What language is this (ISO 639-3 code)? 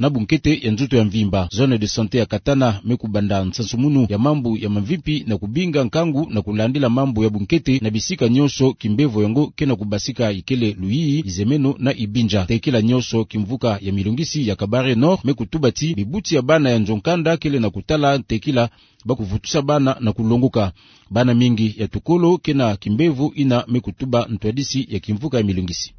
ktu